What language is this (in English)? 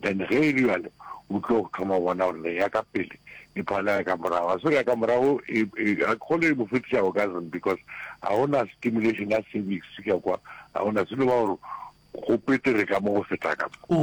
Northern Sotho